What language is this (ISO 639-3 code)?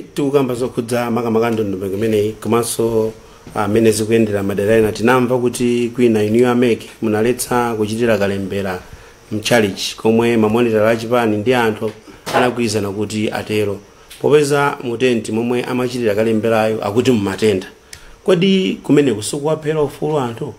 nya